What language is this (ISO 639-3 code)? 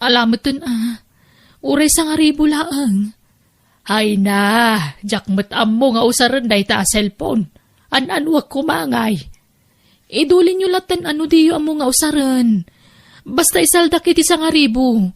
ilo